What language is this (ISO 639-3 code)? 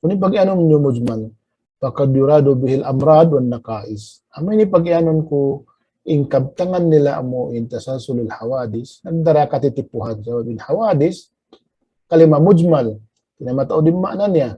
tsg